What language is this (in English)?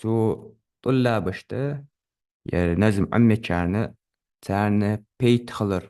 Ingush